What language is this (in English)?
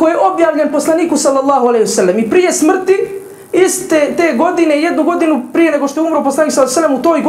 Bosnian